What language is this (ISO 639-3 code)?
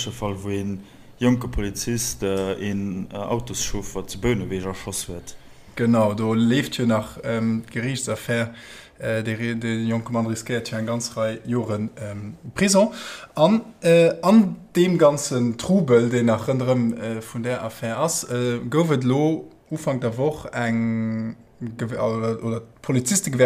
ltz